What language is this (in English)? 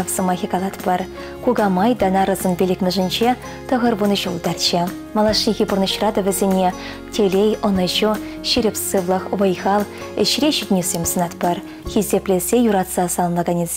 Chuvash